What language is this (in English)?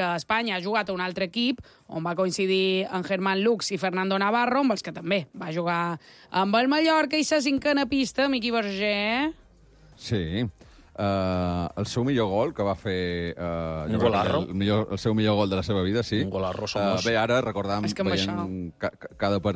Catalan